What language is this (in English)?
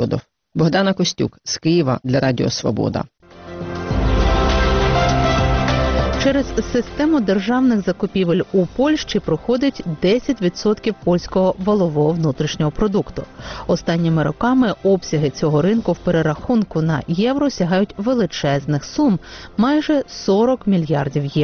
Ukrainian